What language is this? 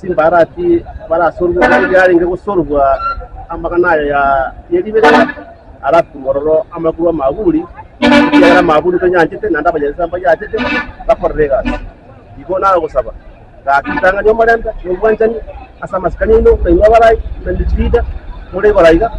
Gusii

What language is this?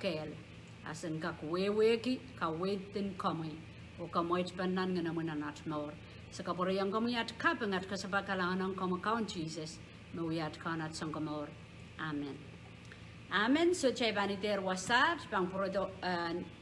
Pohnpeian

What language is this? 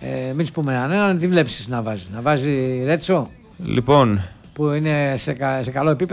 Greek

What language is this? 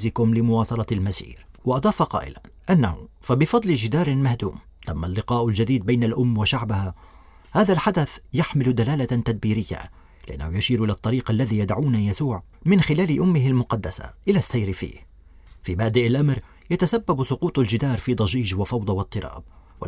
Arabic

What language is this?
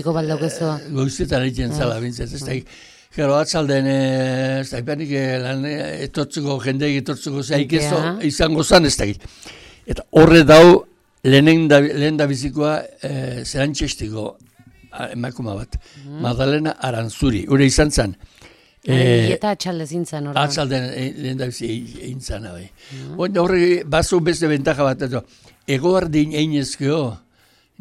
Basque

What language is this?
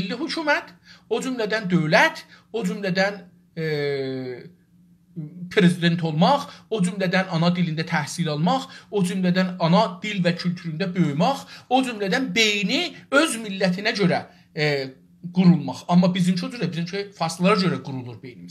South Azerbaijani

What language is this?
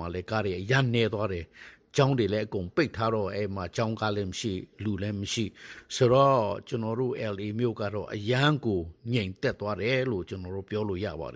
Burmese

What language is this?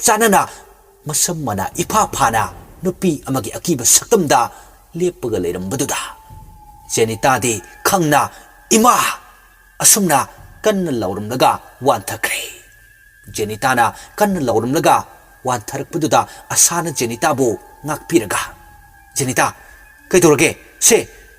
Manipuri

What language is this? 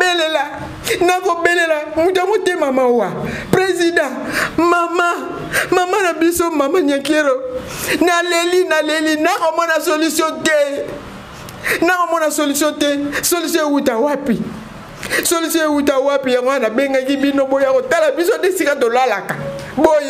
Lingala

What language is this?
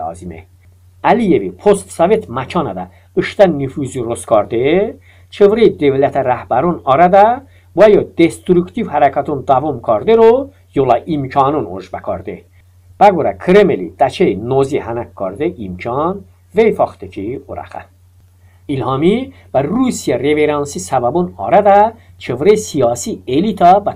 Talysh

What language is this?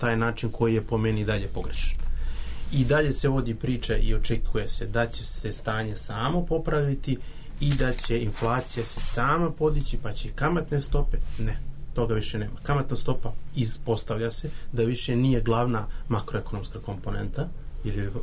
Serbian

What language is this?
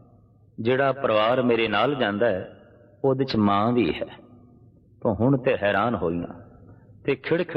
Punjabi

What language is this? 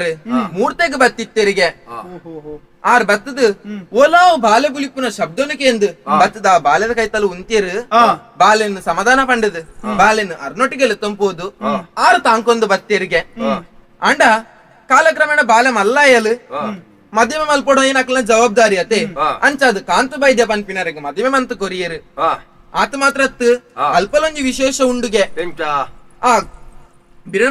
Tulu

